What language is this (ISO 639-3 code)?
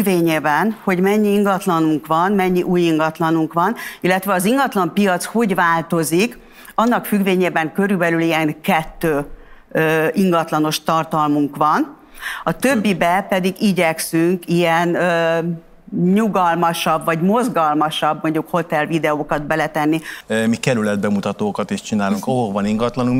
hun